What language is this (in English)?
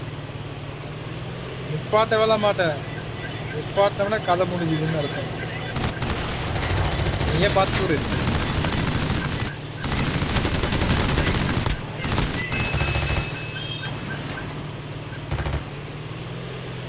Tamil